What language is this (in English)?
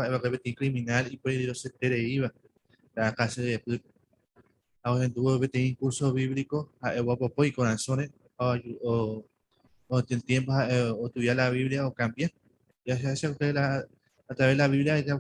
Guarani